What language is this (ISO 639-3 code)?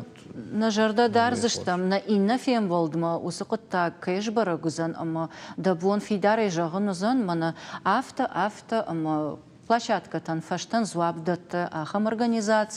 oss